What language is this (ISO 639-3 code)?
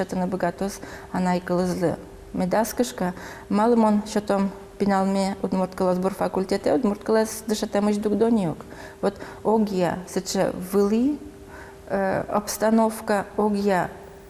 udm